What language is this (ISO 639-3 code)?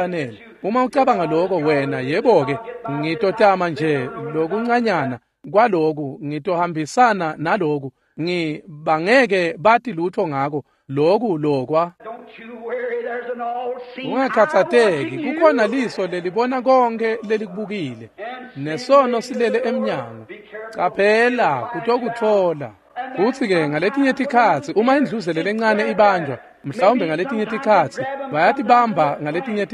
ssw